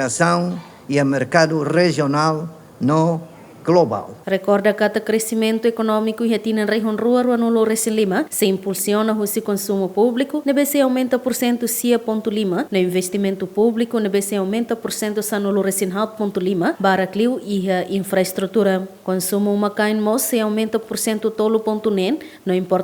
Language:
Tetum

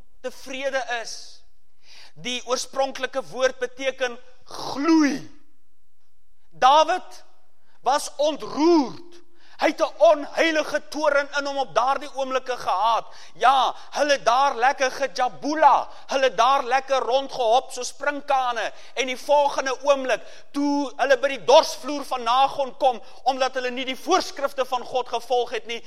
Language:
Afrikaans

